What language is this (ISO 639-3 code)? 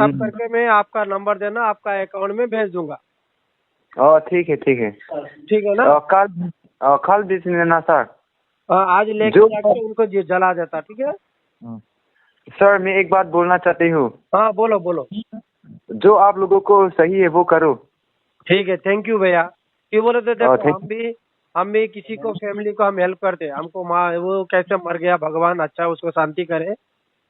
mjw